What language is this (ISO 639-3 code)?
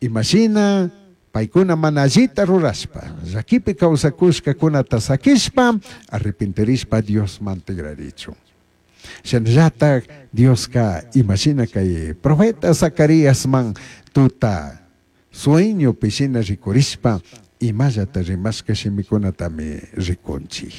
qug